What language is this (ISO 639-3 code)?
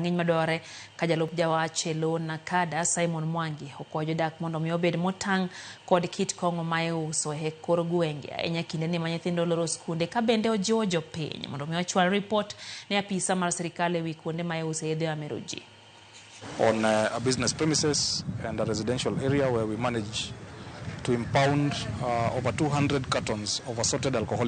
luo